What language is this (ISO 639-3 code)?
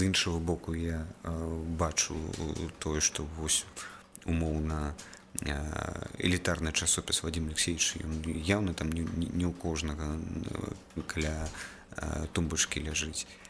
bel